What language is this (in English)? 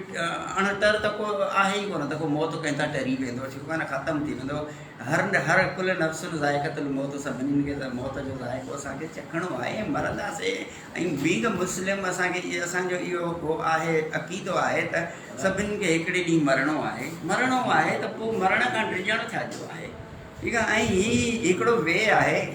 Sindhi